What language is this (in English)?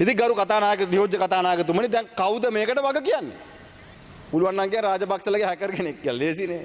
Sinhala